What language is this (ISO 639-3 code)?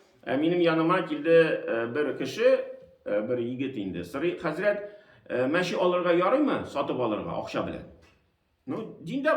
tat